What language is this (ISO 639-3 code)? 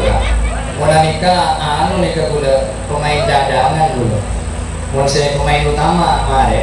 mad